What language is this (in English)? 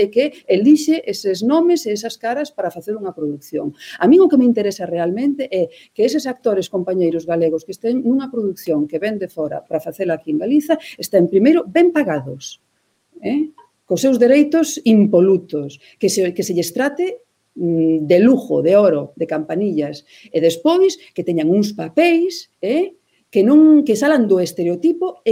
Galician